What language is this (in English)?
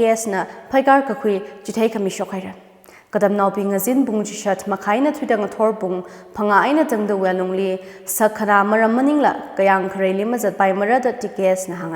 Tangkhul Naga (India)